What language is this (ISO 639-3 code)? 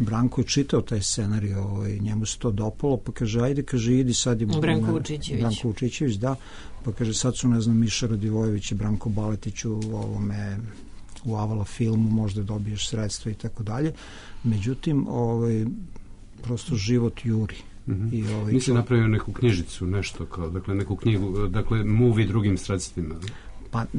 srp